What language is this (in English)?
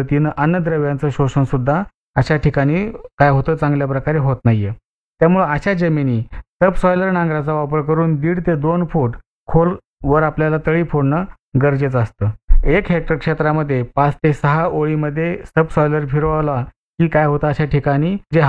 Marathi